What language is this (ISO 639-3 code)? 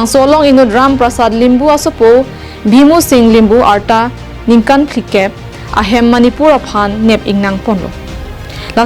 mjw